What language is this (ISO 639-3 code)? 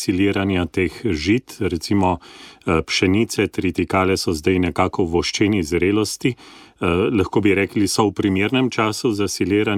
slv